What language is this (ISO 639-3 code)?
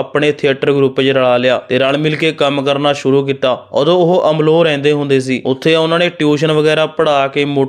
pan